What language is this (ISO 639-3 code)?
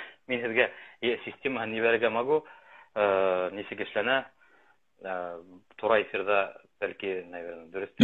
bak